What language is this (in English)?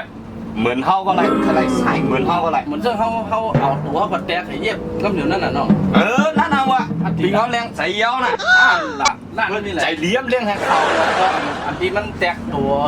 Shan